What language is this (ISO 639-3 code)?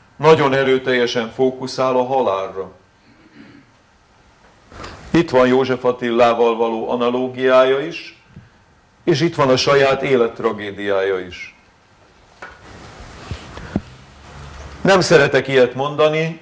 hun